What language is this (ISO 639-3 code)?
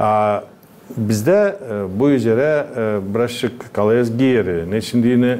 gag